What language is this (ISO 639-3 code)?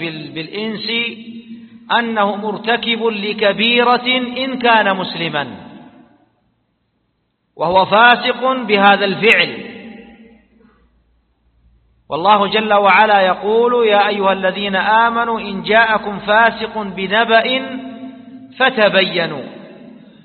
ara